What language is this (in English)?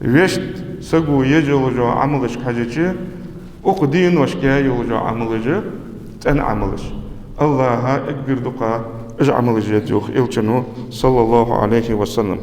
Ingush